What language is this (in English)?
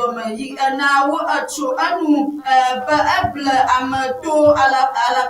Ewe